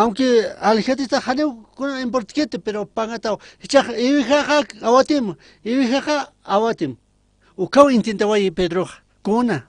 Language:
Aymara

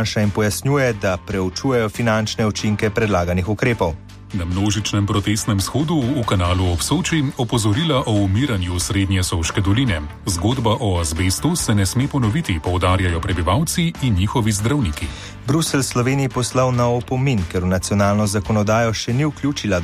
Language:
Slovenian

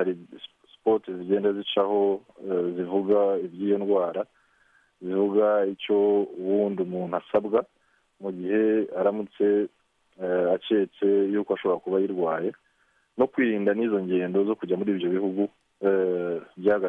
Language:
Kinyarwanda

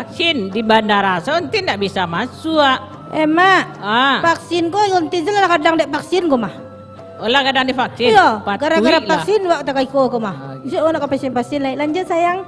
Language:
Minangkabau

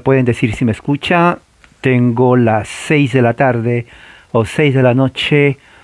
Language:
Spanish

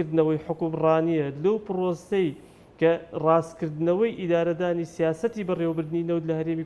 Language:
Central Kurdish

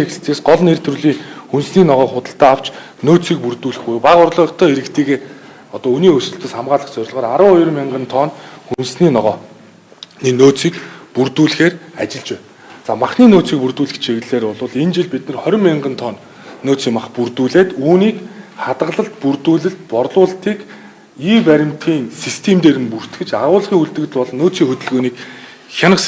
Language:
Mongolian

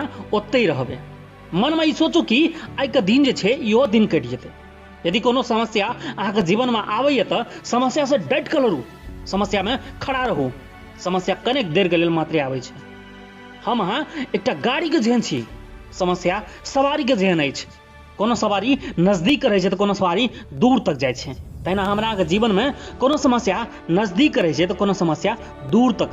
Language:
Maithili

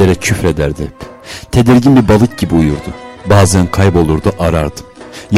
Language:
Turkish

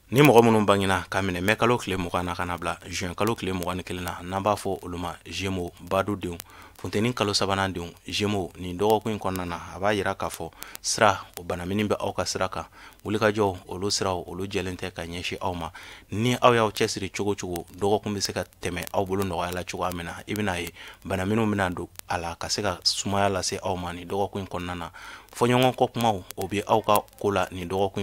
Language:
Bambara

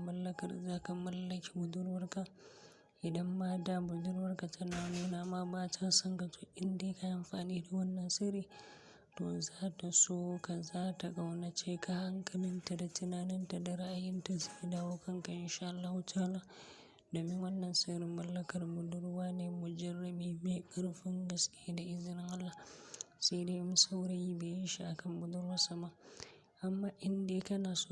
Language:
Hausa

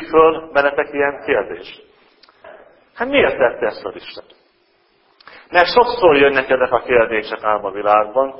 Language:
Hungarian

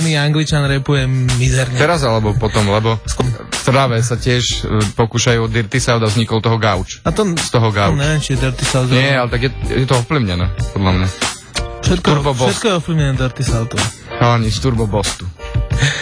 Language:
Slovak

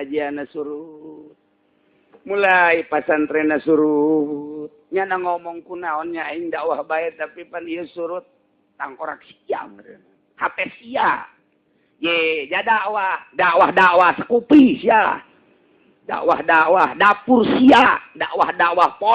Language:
Sundanese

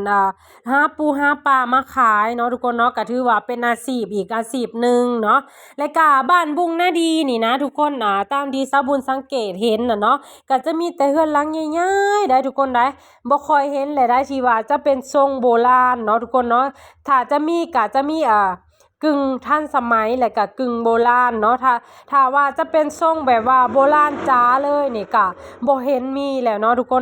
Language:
Lao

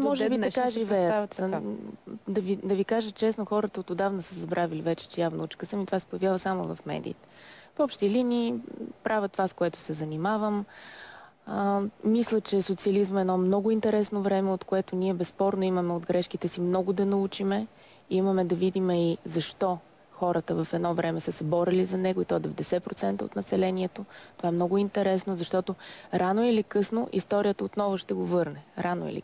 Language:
Bulgarian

